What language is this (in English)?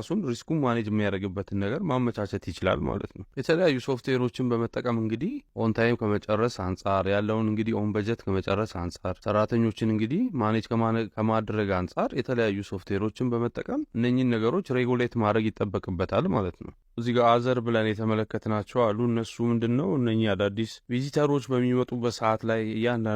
Amharic